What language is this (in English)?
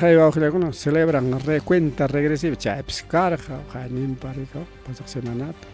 Ayacucho Quechua